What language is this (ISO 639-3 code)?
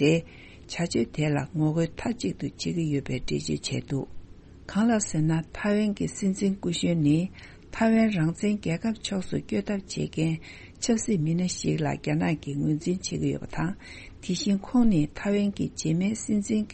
bod